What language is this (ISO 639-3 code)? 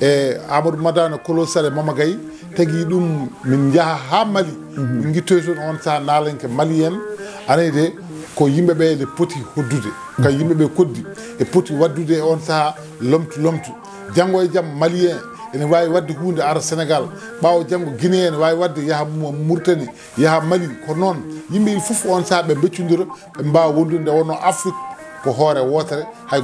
ful